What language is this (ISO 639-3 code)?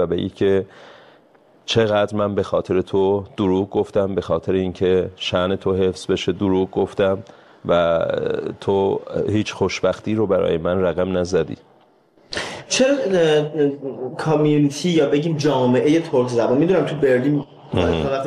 fas